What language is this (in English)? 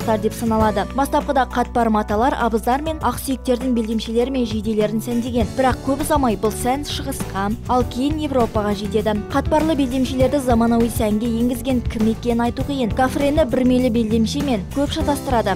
Kazakh